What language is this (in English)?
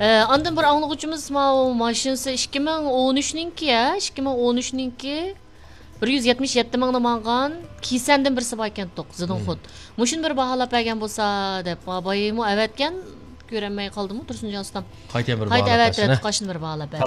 Uyghur